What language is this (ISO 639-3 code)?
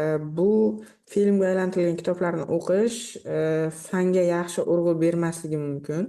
uzb